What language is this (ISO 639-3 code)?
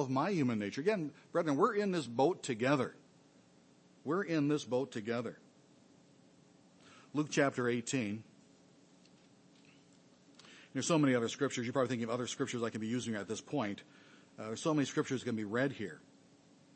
eng